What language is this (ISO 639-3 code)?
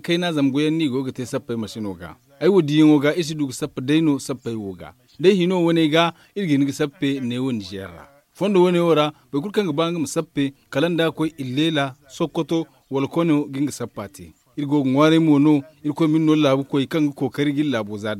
dje